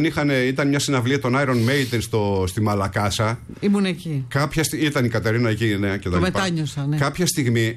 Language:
Greek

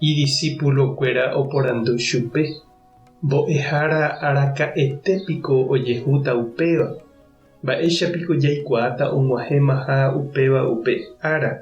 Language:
Guarani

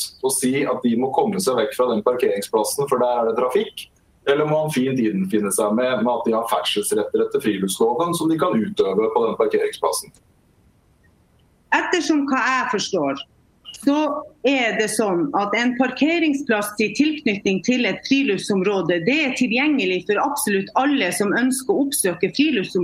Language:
Norwegian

